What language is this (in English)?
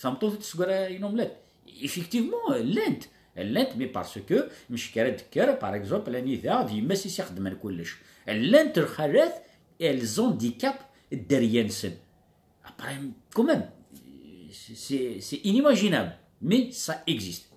Kabyle